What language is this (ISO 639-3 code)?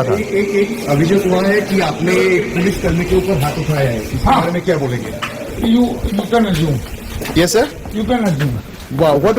ria